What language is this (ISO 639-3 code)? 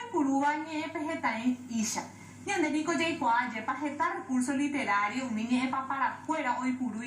grn